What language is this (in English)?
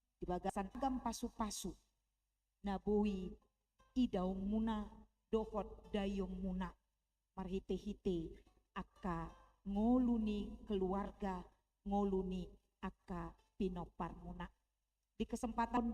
Batak Toba